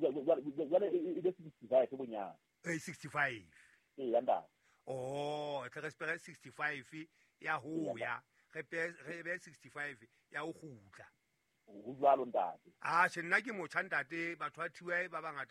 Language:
Southern Sotho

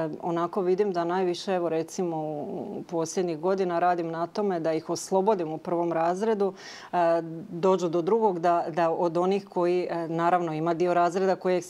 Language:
Croatian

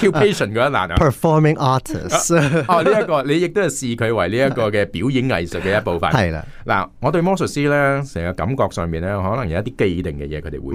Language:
Cantonese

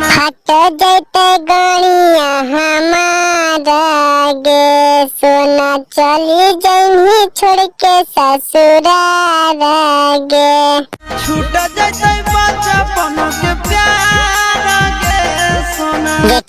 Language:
Magahi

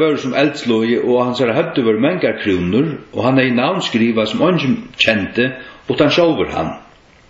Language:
Faroese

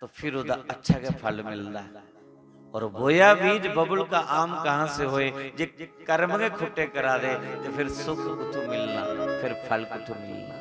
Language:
Dogri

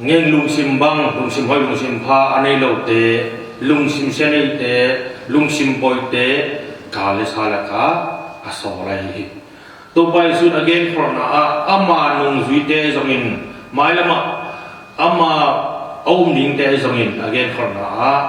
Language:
Tedim Chin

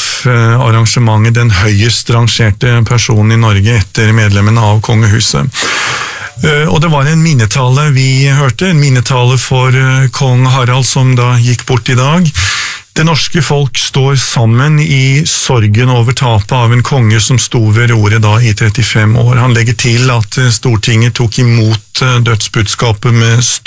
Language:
Norwegian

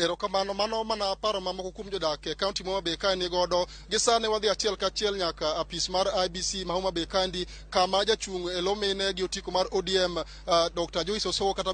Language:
Luo (Kenya and Tanzania)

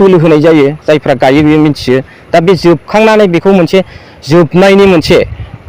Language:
Bodo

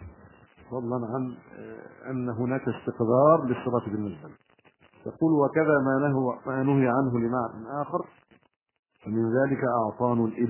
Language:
Arabic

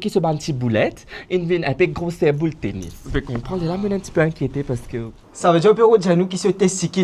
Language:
Morisyen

